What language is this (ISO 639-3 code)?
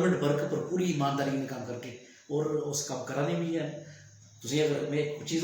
doi